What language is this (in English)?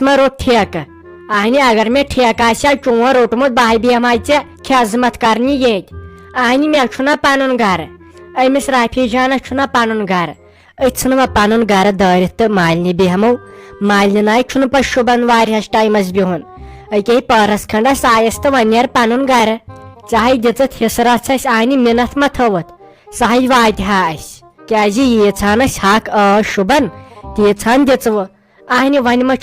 Kashmiri